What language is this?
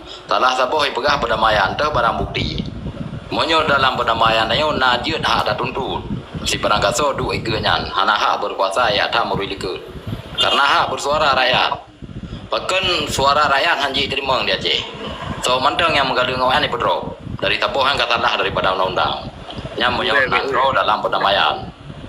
Achinese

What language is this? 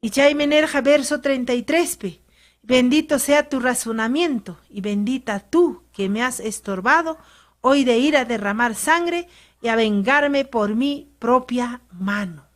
Ayacucho Quechua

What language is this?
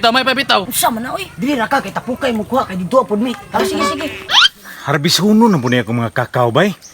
Cebuano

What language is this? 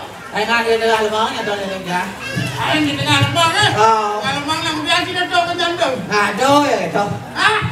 Balinese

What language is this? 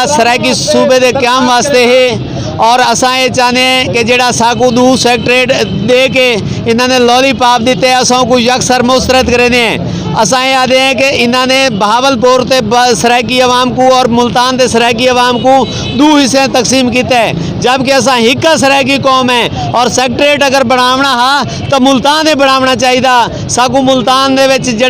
Saraiki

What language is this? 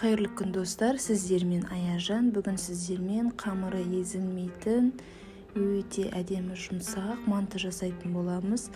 Kazakh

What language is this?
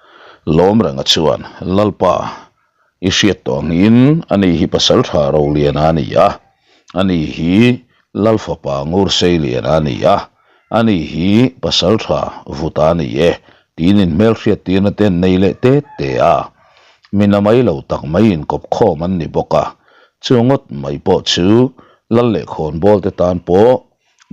Mizo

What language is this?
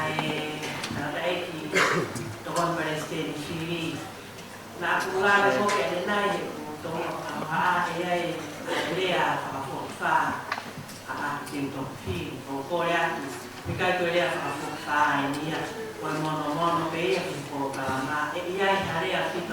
Tongan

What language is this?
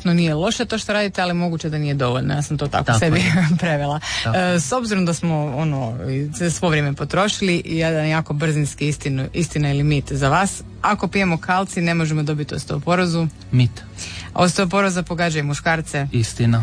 Croatian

